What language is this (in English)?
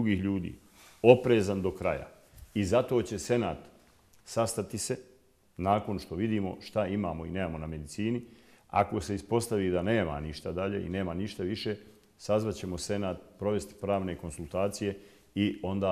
Bosnian